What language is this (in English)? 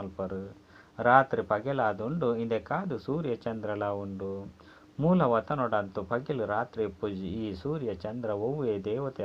Tulu